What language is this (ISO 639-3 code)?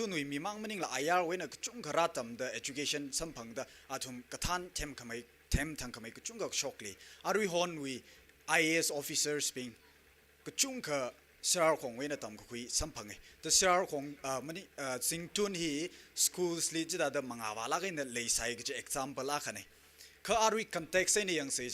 nmf